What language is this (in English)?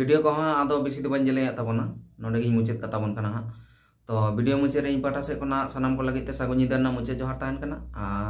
Santali